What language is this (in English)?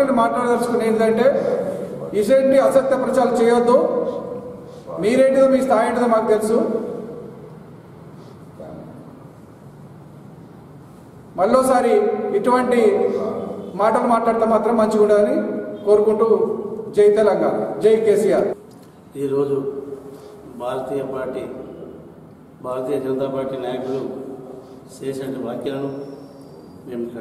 Telugu